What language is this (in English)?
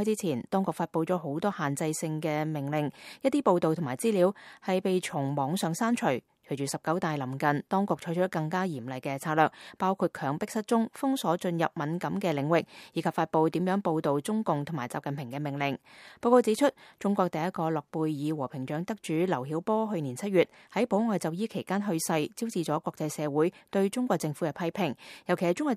Cantonese